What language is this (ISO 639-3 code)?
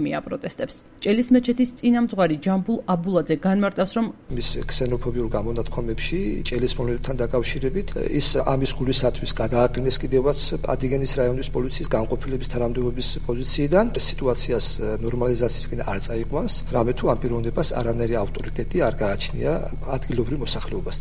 kat